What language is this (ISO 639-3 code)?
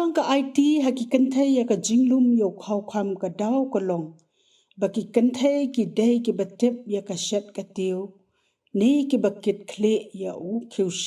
kha